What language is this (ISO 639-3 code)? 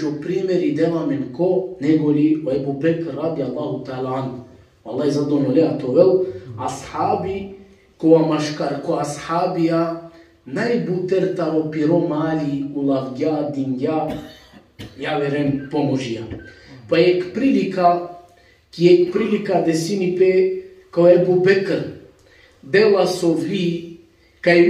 rmn